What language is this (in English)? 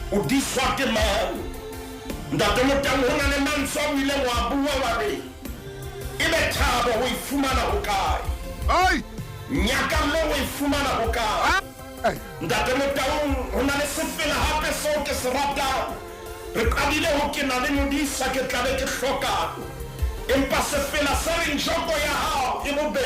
Southern Sotho